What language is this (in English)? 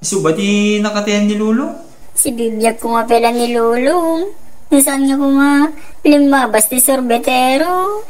Iloko